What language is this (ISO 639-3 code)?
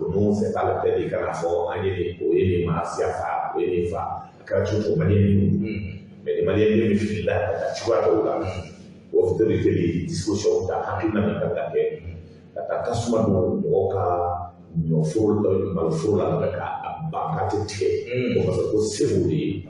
bam